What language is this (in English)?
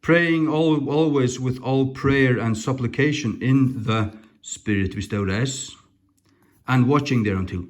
Faroese